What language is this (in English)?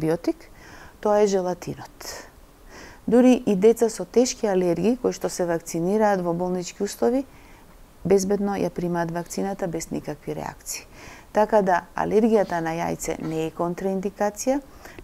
Macedonian